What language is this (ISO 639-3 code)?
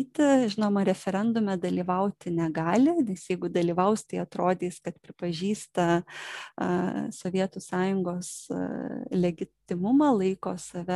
lit